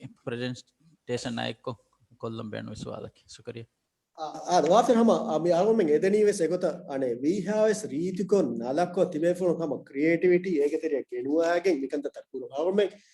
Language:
Divehi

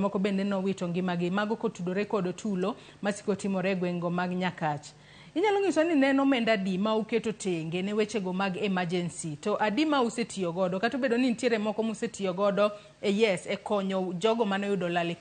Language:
Luo (Kenya and Tanzania)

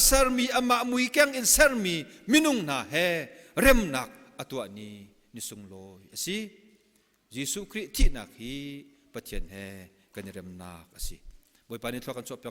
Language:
Hakha Chin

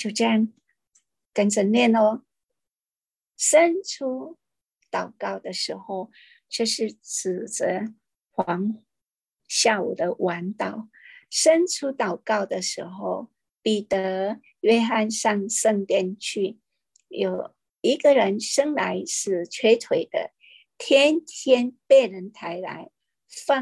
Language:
Chinese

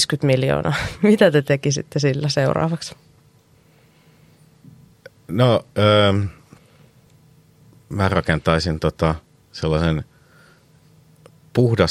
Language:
Finnish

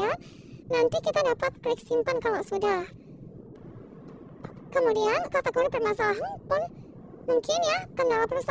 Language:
Indonesian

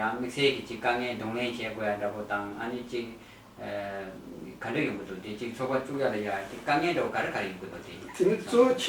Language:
Tibetan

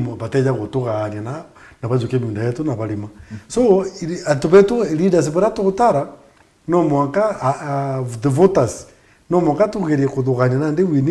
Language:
Meru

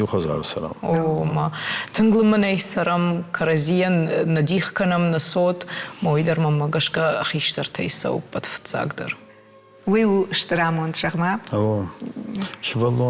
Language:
Ossetic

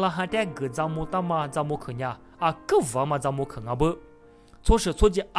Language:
Lisu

